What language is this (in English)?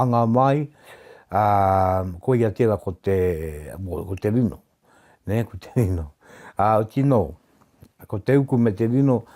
Māori